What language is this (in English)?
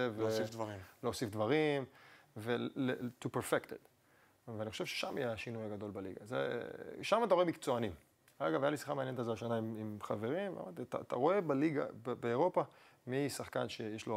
Hebrew